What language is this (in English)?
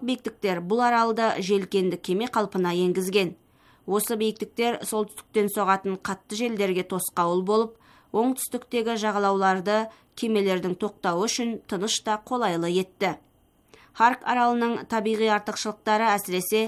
Kazakh